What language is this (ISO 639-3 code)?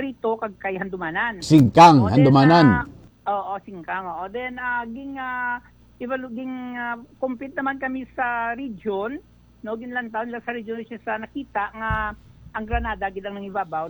hil